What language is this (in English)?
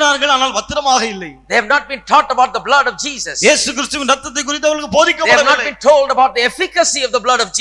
Tamil